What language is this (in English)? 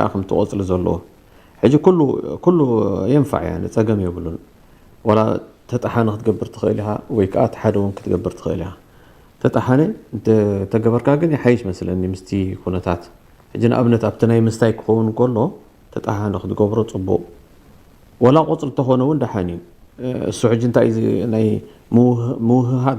Tigrinya